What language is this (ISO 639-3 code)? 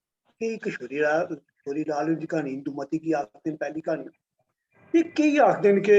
doi